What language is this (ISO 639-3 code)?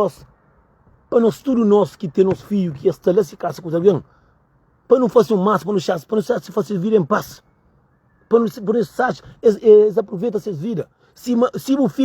kea